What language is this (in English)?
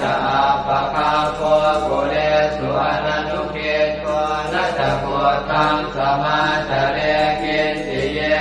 Pali